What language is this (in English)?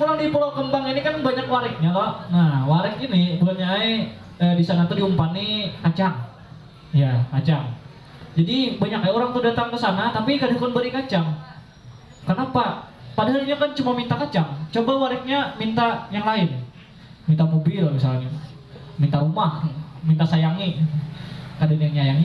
Banjar